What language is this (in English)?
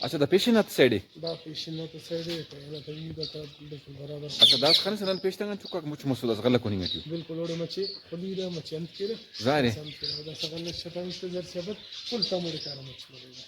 Brahui